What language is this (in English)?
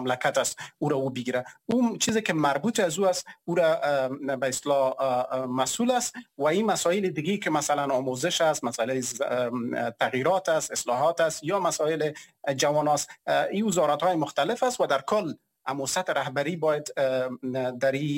Persian